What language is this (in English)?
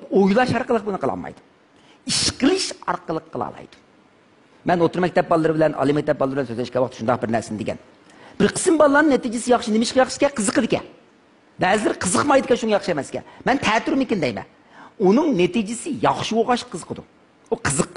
Uyghur